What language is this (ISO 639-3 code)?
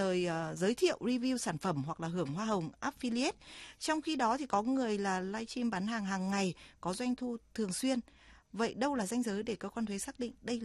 vie